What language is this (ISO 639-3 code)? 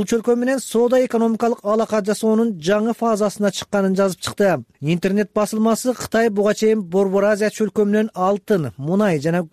kir